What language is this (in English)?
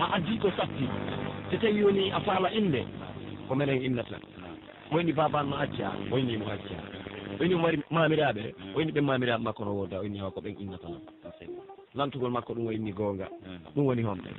Pular